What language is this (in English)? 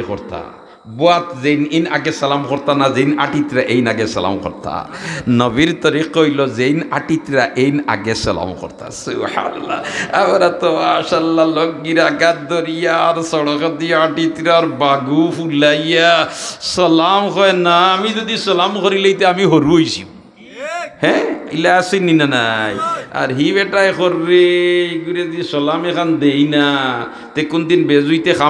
Sylheti